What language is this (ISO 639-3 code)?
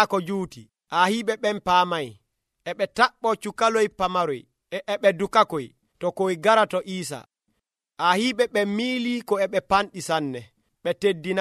fuv